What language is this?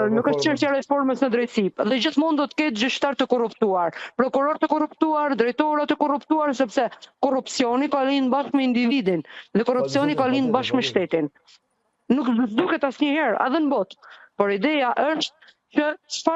Albanian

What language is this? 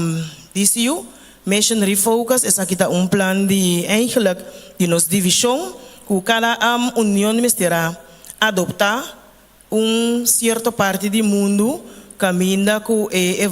Papiamento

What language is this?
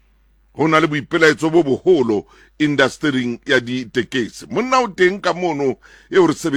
Tswana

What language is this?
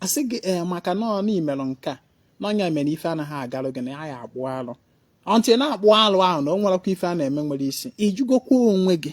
Igbo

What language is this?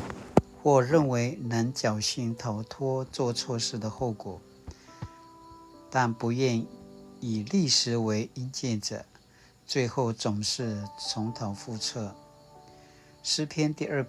Paiwan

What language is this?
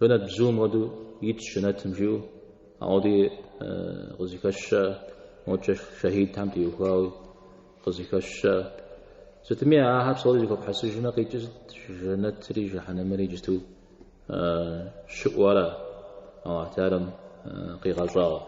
Kabardian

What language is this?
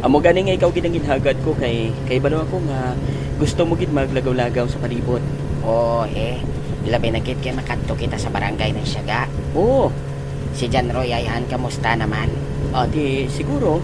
Hiligaynon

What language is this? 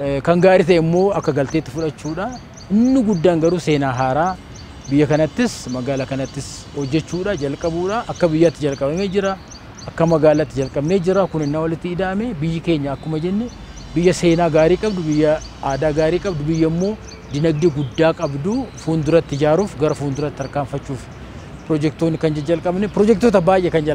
Oromo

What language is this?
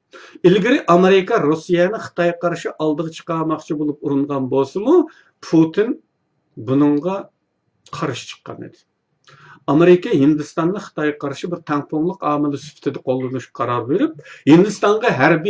Uyghur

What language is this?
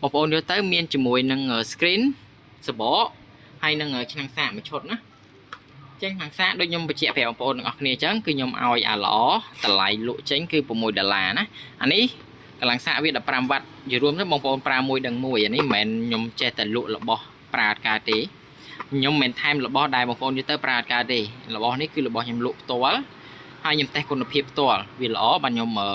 Khmer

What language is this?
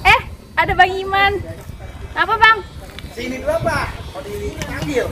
Betawi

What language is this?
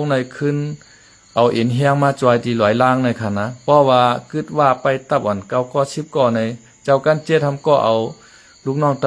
Shan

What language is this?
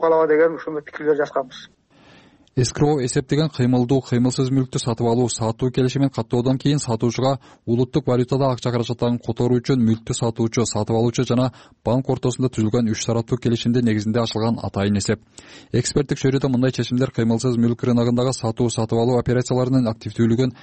Kyrgyz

